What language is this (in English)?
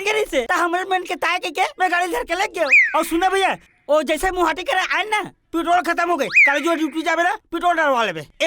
Chhattisgarhi